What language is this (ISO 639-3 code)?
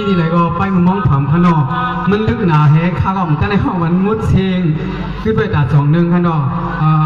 shn